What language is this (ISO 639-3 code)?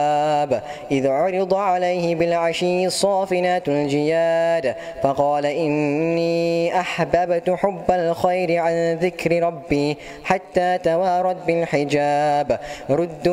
ara